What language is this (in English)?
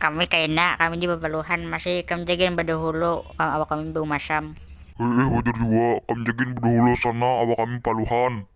Banjar